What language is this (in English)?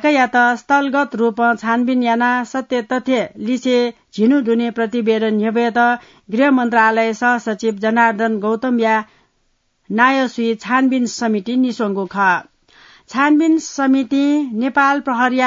Newari